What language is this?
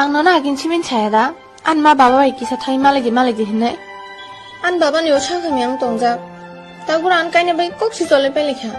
Kok Borok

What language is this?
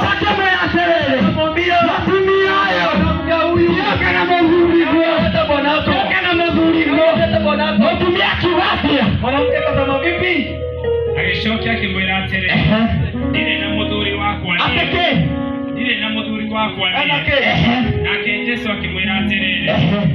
Kikuyu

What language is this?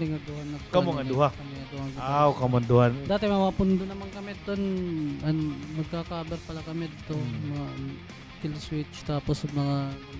Waray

